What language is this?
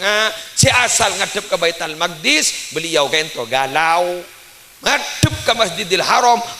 Madurese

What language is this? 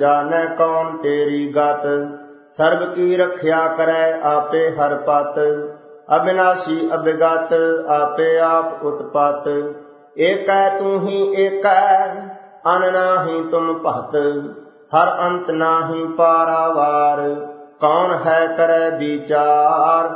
Punjabi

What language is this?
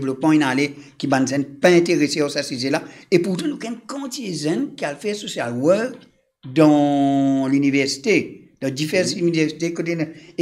Morisyen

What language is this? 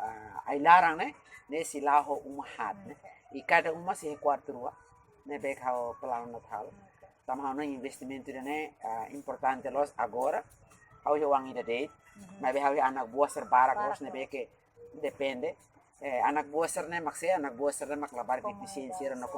Tetum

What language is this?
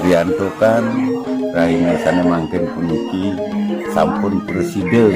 Balinese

